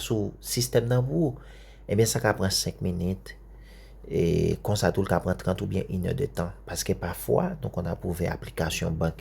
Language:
Haitian Creole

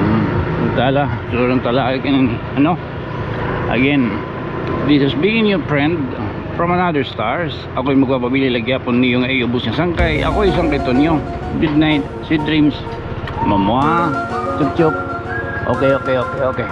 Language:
Waray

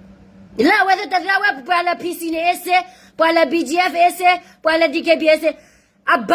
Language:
S'gaw Karen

